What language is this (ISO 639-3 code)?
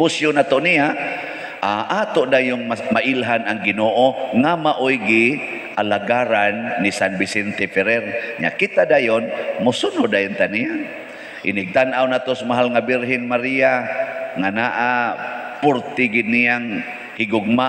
ceb